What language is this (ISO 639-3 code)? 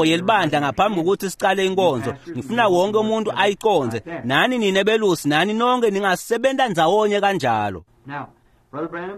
ssw